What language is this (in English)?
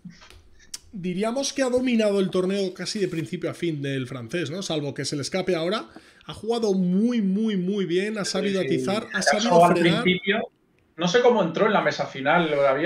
Spanish